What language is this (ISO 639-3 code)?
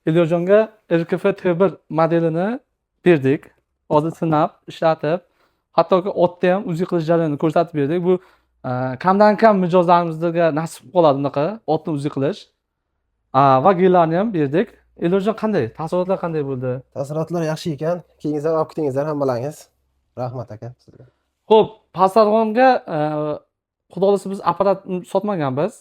uzb